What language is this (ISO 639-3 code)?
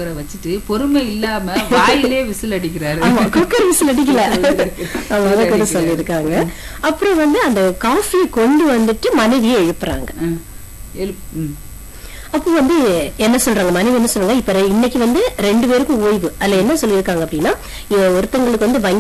tam